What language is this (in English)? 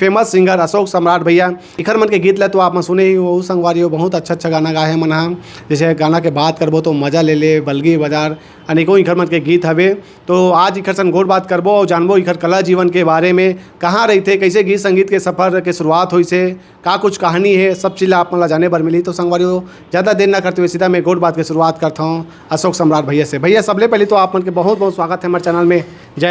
Chhattisgarhi